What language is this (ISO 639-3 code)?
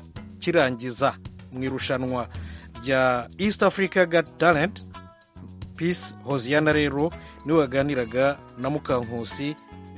kin